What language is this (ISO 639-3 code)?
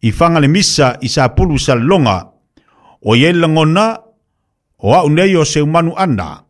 smo